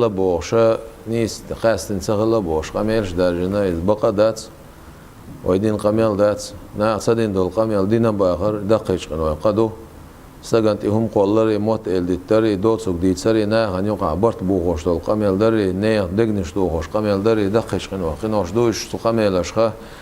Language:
Chechen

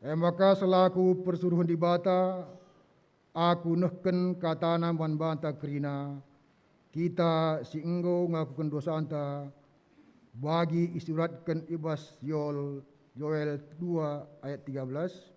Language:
Batak Karo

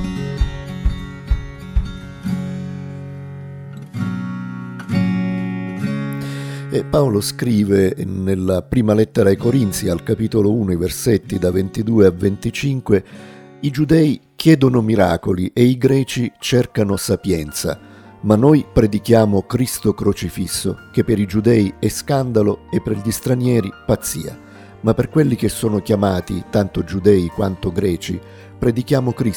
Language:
Italian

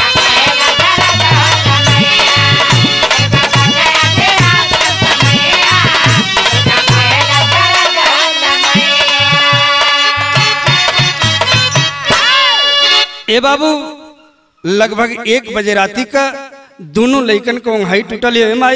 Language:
Bhojpuri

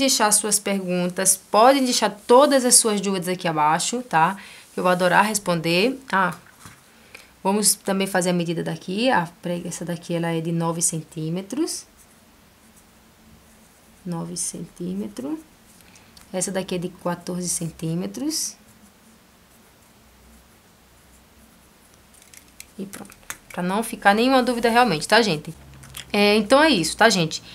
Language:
Portuguese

